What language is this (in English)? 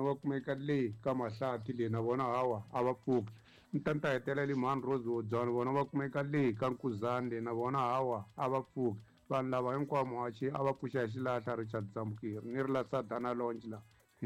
Tsonga